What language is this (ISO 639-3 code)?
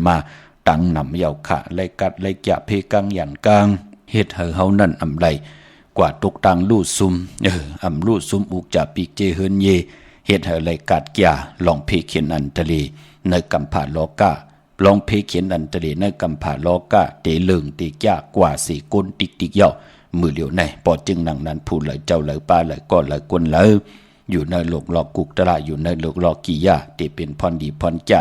shn